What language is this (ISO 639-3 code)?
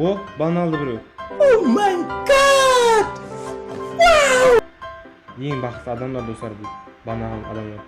kaa